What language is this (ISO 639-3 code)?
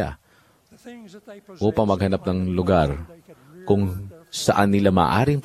fil